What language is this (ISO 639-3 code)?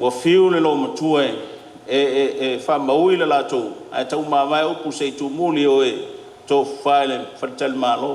smo